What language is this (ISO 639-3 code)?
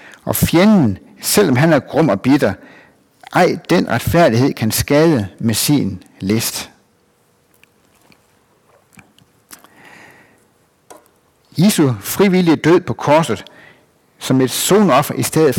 dan